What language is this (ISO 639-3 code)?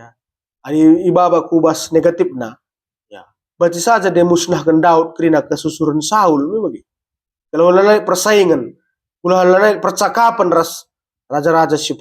btx